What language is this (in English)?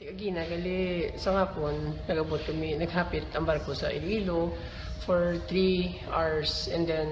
Hiligaynon